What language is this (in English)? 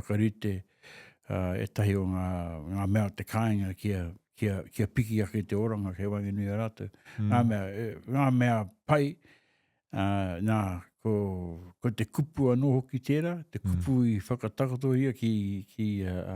Māori